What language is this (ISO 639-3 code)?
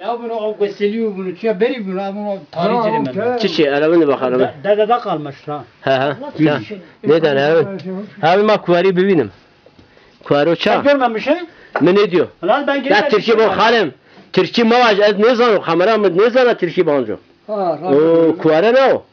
zza